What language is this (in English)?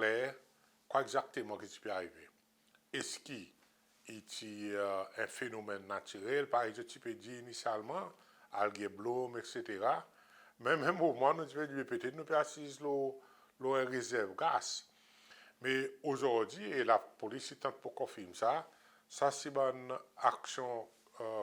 Seselwa Creole French